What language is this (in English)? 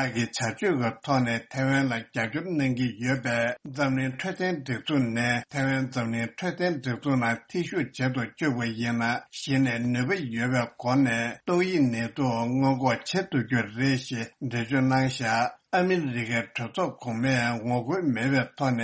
Tibetan